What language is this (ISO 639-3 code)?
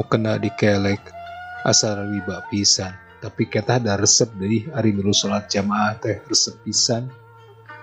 sun